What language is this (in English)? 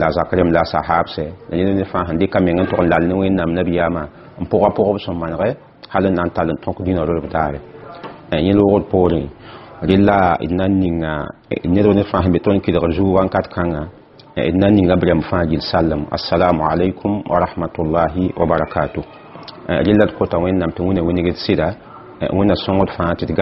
Mossi